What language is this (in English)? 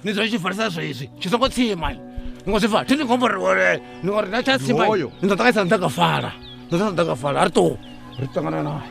Venda